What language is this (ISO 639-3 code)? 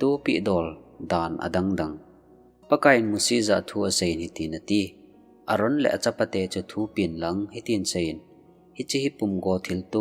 tcz